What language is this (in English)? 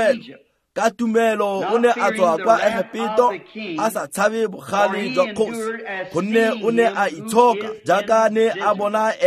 Tswana